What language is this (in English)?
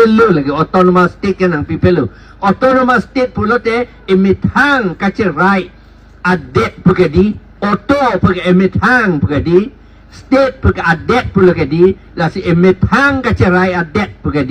Karbi